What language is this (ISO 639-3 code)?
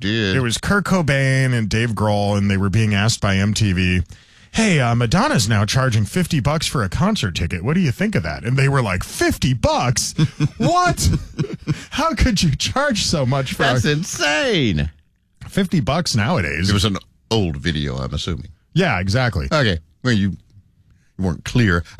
eng